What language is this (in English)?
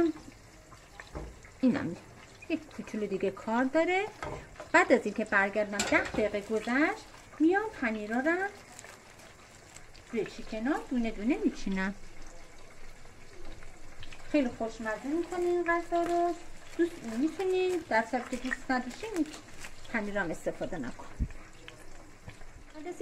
Persian